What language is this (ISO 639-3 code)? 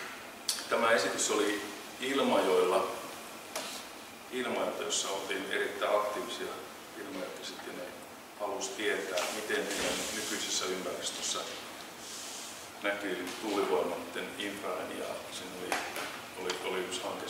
fin